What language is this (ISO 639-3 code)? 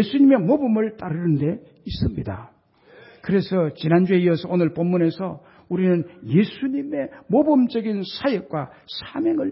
kor